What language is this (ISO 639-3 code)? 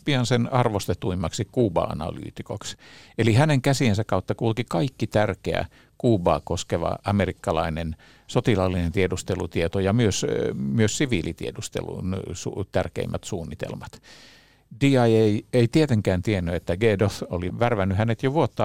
fin